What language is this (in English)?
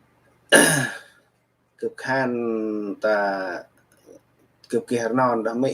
Central Mnong